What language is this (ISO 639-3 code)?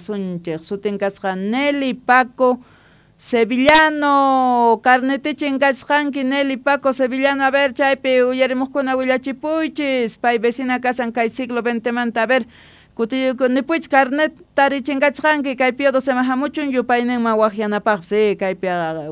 quh